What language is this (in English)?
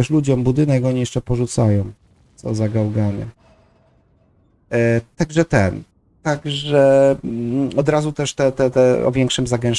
Polish